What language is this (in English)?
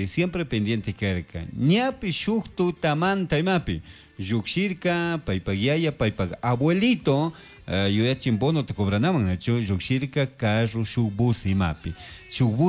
Chimborazo Highland Quichua